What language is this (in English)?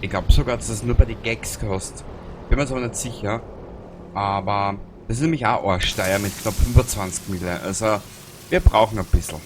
Bavarian